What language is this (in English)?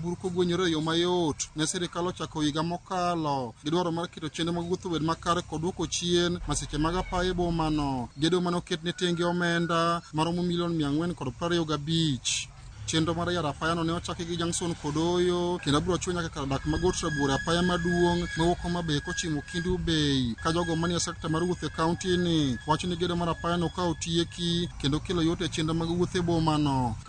Luo (Kenya and Tanzania)